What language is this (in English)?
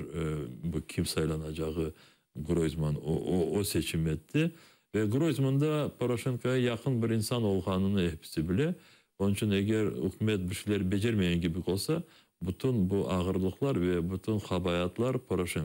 Crimean Tatar